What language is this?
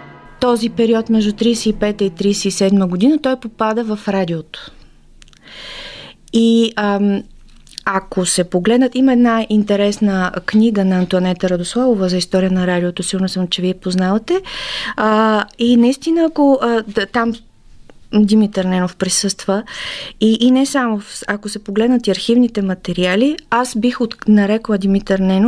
Bulgarian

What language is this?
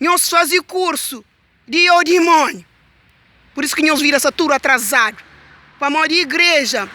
Kabuverdianu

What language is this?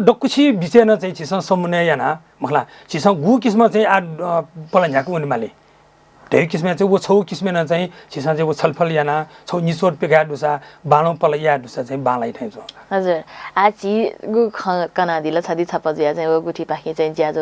Newari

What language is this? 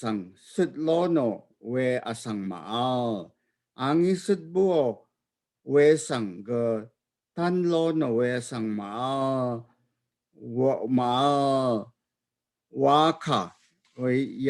Rawang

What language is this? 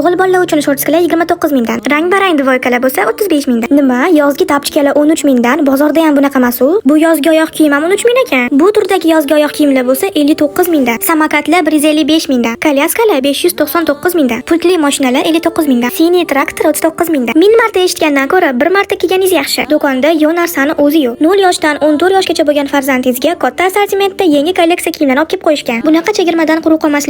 Uzbek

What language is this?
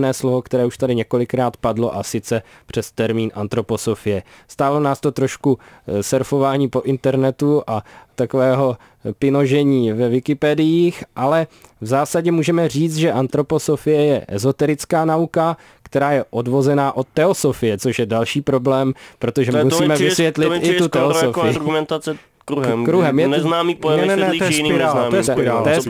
Czech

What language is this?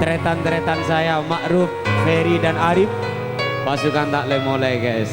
Madurese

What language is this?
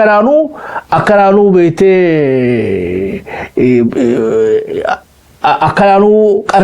Oromo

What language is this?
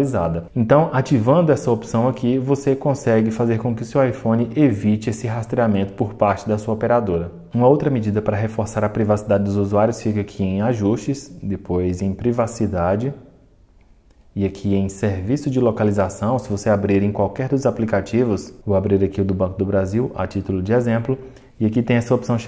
Portuguese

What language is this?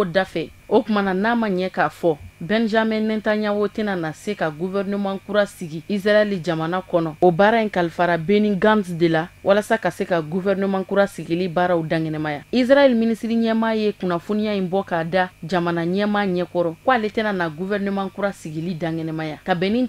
Bambara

